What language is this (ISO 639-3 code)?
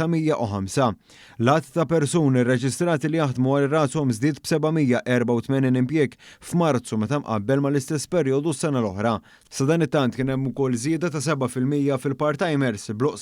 mlt